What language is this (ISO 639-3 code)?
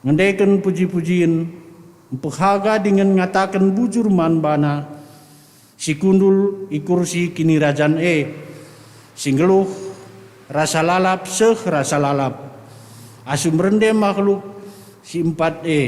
btx